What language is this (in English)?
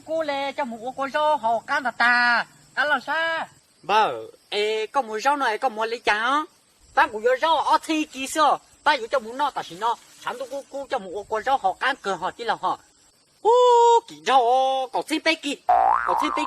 Hmong